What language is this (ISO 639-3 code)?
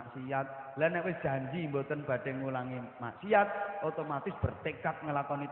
jav